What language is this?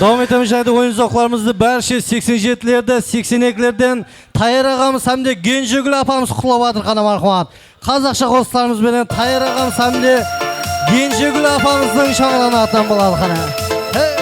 Kara-Kalpak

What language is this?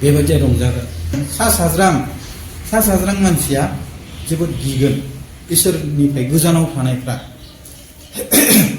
Bodo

